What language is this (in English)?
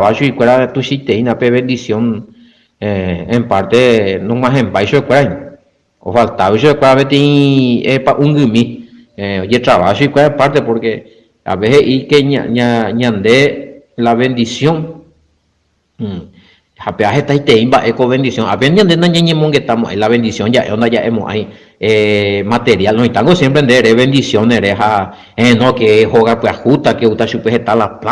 Guarani